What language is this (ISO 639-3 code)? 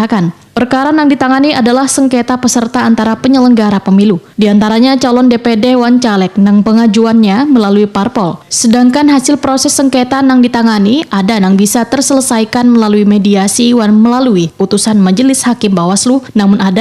bjn